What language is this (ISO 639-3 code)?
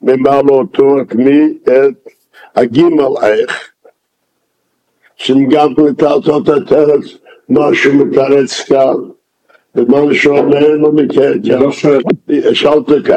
heb